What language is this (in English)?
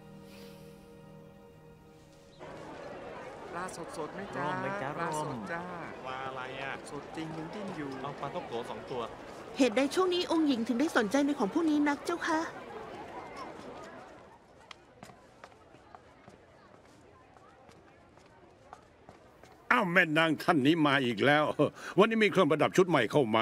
Thai